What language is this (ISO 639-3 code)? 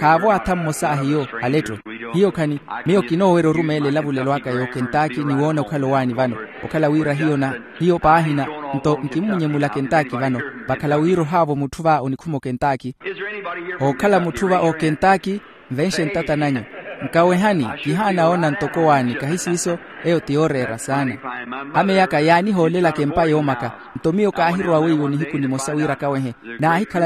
vmw